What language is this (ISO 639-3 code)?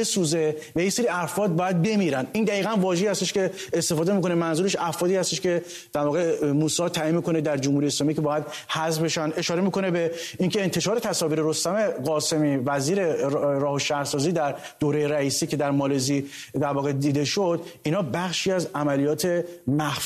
fas